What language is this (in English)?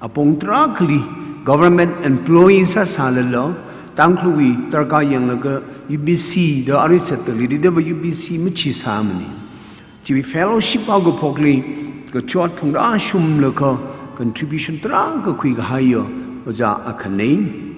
Tangkhul Naga (India)